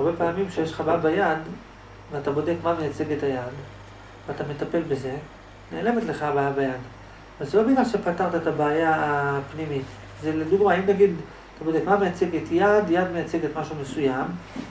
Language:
Hebrew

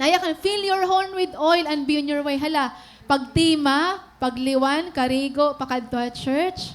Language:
Waray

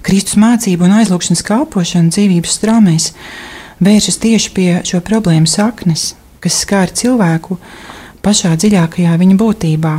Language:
Latvian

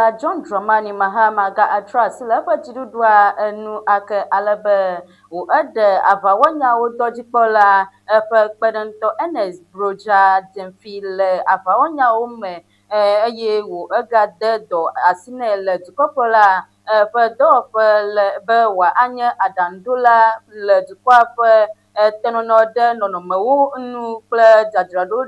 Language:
Ewe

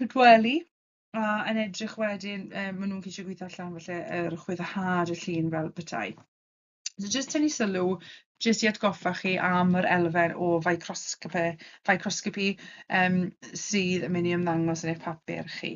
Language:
Welsh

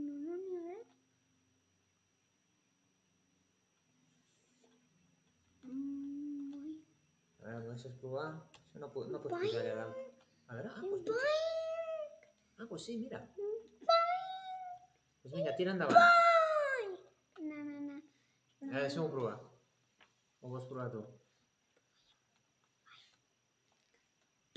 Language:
Catalan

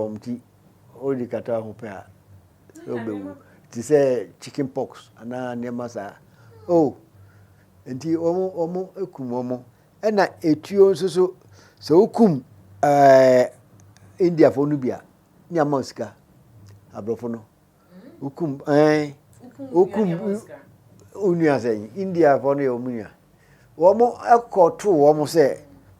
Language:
Akan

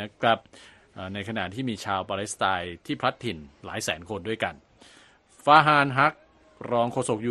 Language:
Thai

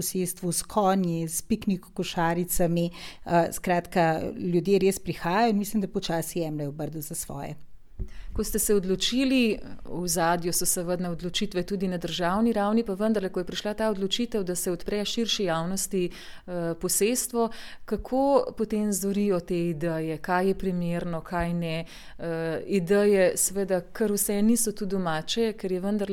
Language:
Slovenian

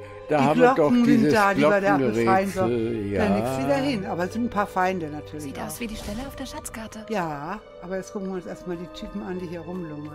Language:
German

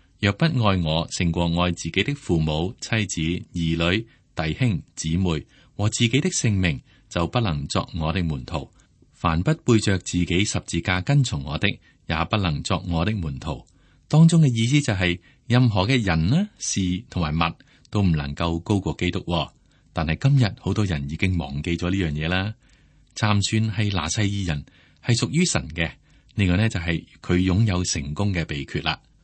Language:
Cantonese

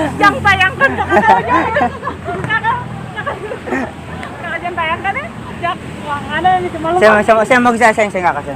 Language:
Ambonese Malay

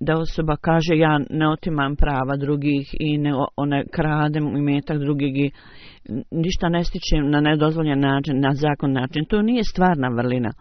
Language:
Bosnian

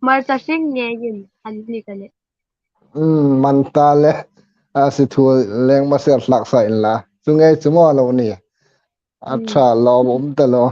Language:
Hmar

